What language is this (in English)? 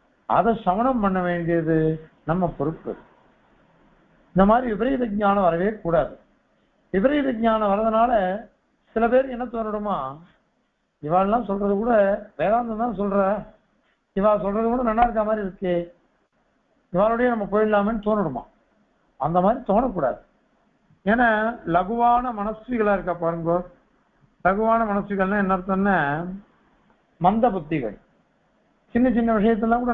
Tamil